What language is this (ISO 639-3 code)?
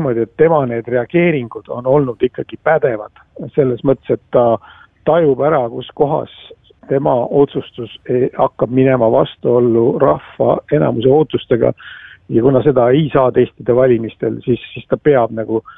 est